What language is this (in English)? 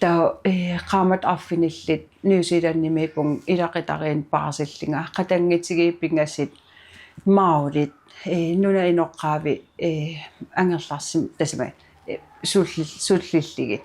Kalaallisut